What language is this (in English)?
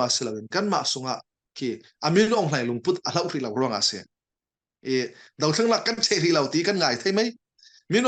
Falam Chin